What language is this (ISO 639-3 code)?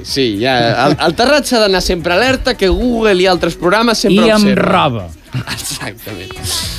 cat